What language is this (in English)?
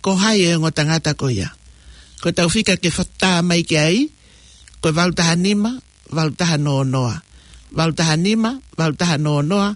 Tongan